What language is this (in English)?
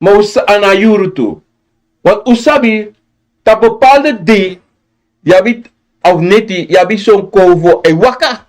Sranan Tongo